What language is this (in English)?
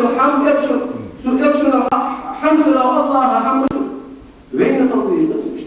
Ingush